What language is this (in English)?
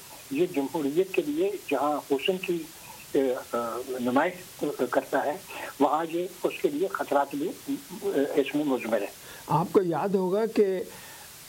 Urdu